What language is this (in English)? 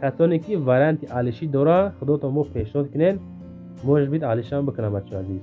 Tajik